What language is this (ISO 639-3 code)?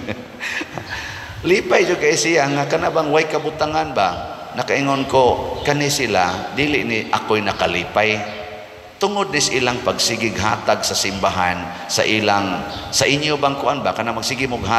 ceb